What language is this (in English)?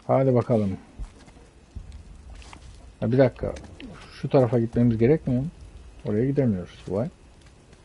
Turkish